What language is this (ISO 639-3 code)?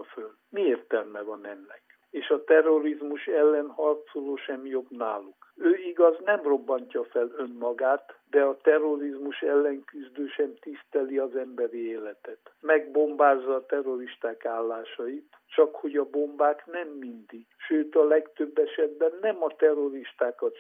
hun